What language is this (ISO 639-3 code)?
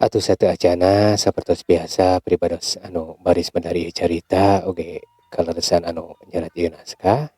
sun